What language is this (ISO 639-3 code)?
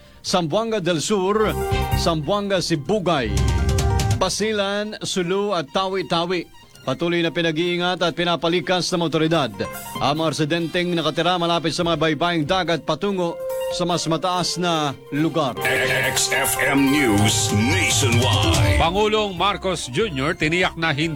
fil